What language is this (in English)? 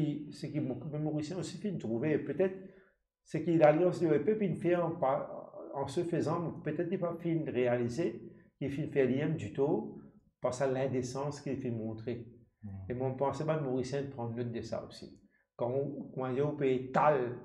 Morisyen